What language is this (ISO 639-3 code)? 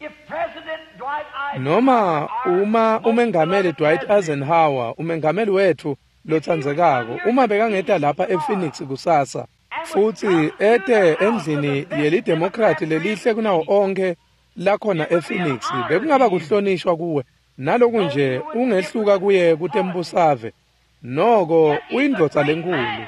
ssw